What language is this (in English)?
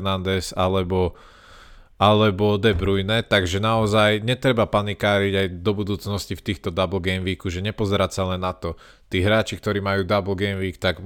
Slovak